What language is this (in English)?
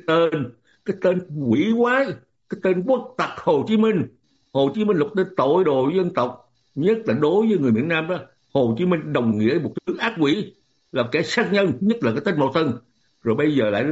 Vietnamese